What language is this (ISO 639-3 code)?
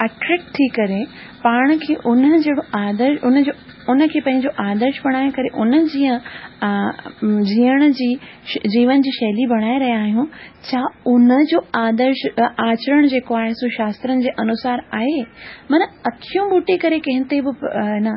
snd